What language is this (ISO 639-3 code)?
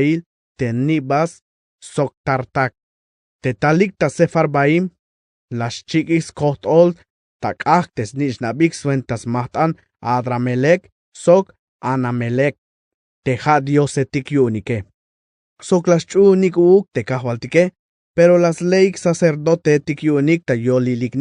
tzh